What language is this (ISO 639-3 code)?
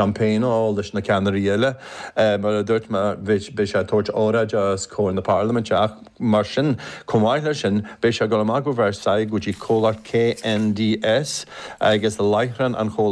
gle